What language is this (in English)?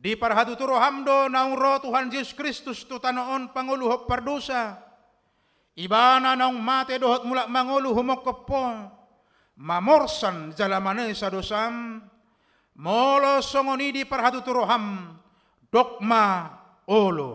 Batak Toba